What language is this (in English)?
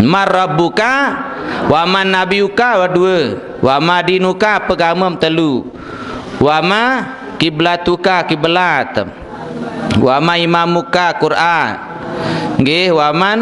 Sasak